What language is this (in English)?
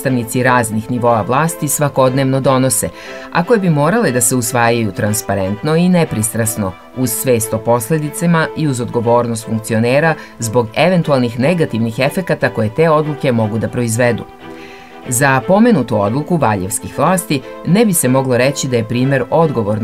Serbian